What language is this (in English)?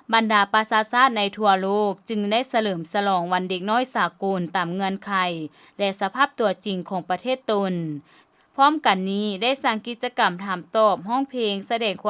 Lao